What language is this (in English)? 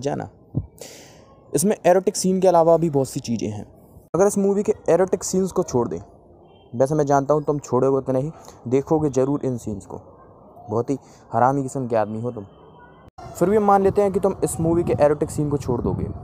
Hindi